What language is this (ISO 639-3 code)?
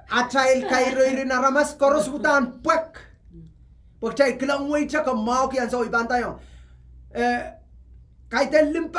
pon